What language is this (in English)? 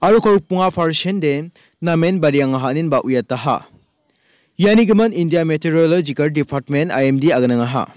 Garo